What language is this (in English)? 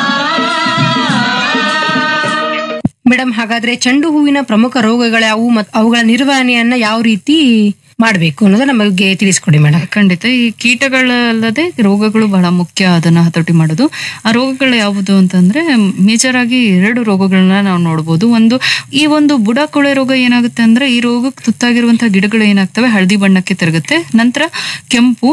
Kannada